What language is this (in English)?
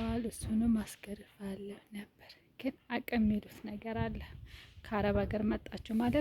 Amharic